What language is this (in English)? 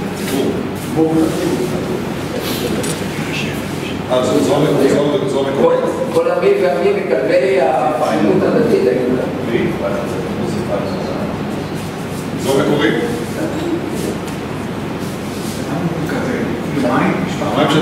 Hebrew